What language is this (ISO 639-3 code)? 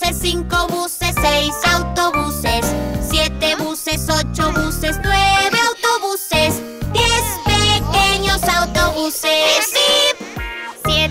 spa